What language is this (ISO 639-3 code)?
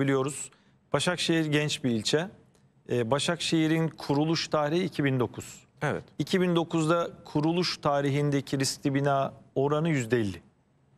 tur